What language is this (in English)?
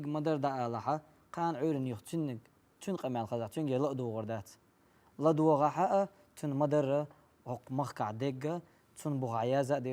Chechen